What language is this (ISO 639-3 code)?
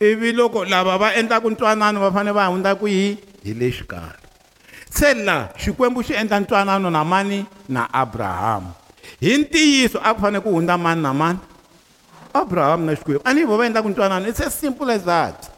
tso